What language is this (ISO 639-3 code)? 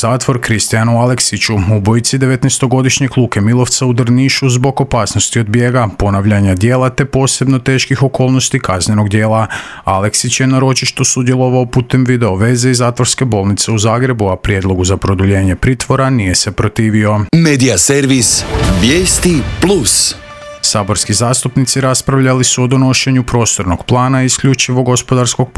hrv